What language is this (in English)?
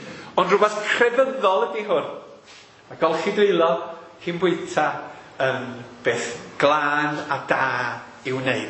Welsh